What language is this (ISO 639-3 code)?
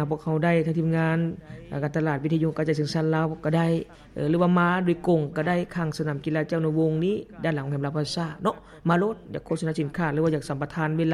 lao